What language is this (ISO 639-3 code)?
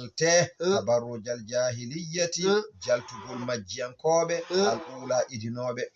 ful